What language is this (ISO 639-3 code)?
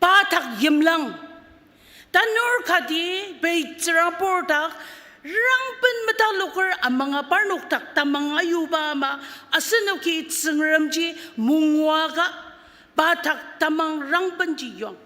njo